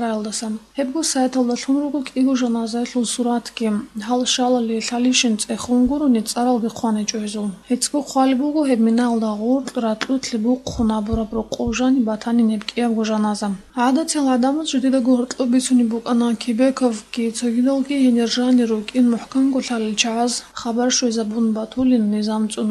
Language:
Avaric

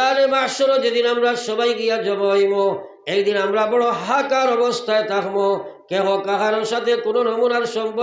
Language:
Sylheti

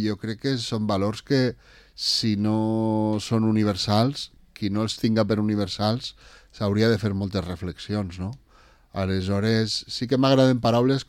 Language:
Catalan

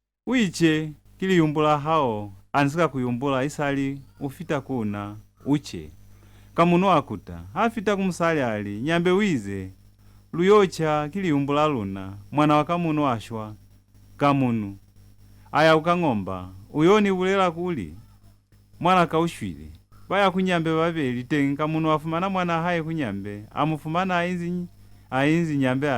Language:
Lozi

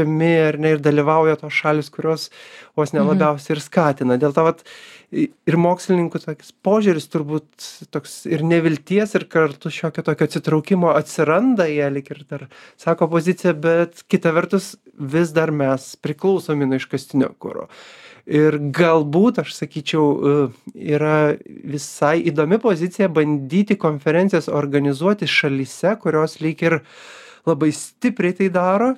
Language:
Lithuanian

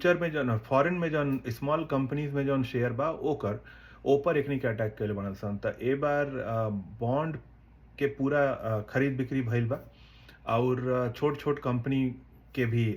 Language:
Bhojpuri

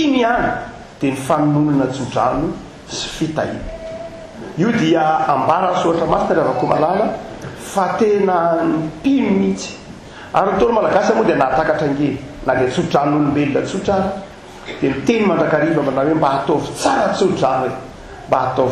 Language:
Malagasy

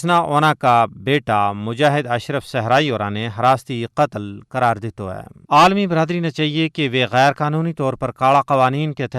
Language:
Gujari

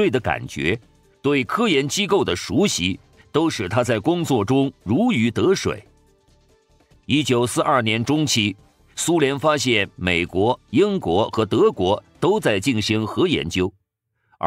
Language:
Chinese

